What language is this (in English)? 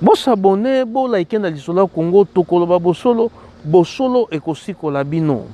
Lingala